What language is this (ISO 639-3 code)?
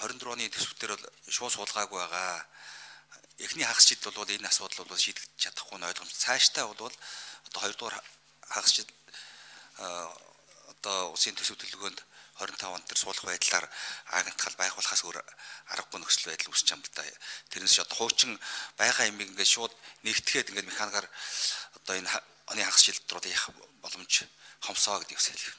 mon